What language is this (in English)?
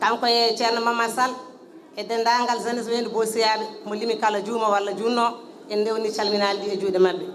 Fula